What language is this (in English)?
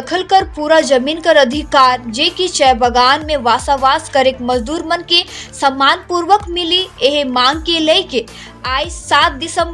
Sadri